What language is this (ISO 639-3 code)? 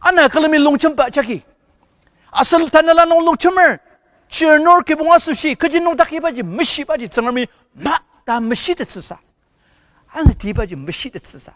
njo